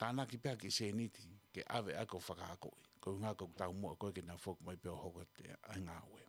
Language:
Tongan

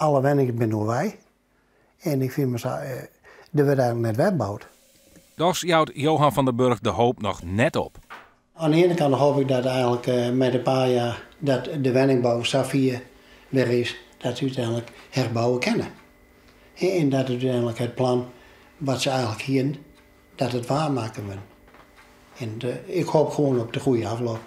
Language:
Western Frisian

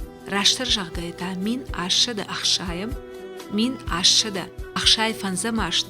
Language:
Ossetic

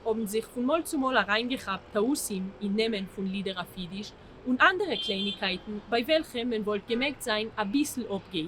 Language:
Yiddish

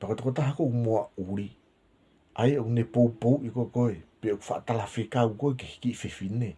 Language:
Tongan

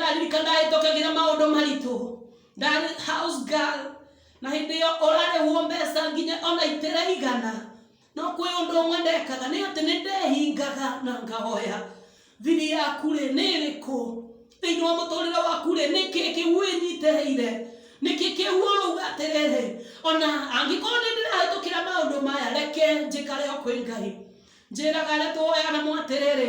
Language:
Kikuyu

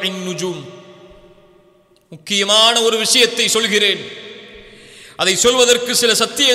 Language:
Tamil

